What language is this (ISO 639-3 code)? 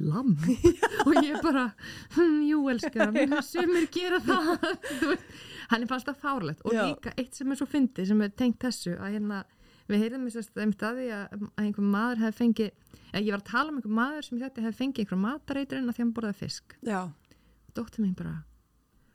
isl